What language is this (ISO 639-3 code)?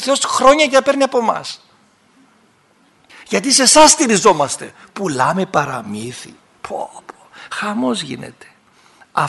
ell